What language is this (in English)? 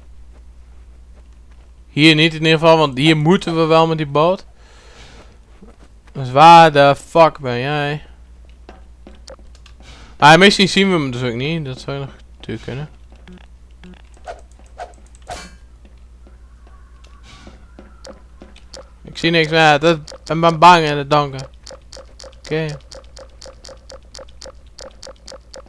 Dutch